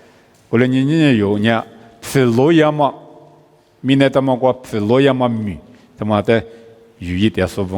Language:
Lisu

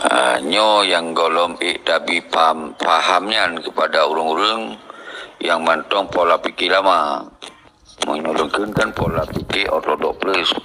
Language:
Achinese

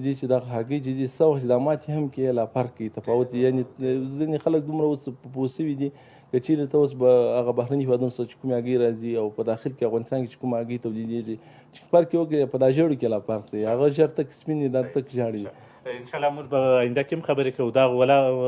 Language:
Pashto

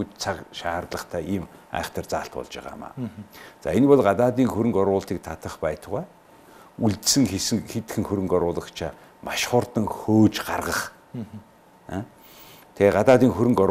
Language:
Mongolian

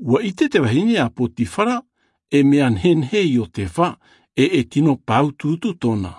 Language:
Tahitian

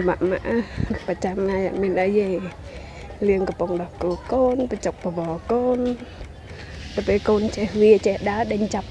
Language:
Khmer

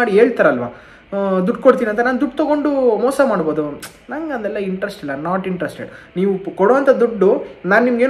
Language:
Kannada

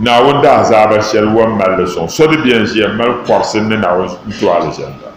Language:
Dagbani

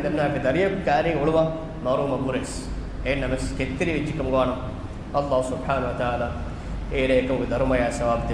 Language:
Divehi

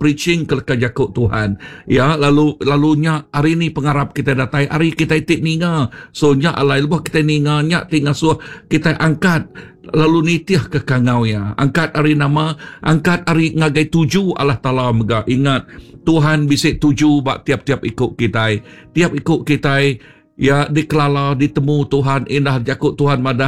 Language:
Iban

